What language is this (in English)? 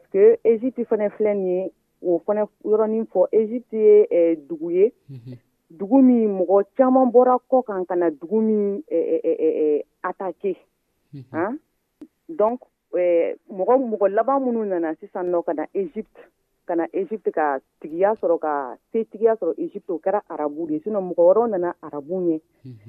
Dyula